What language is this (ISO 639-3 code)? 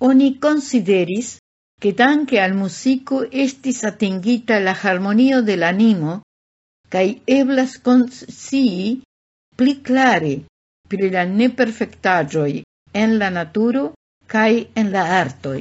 epo